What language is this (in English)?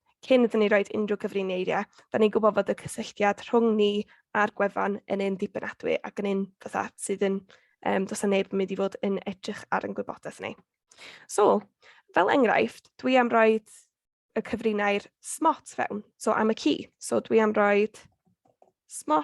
Welsh